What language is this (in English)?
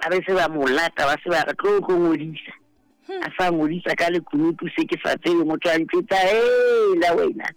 Southern Sotho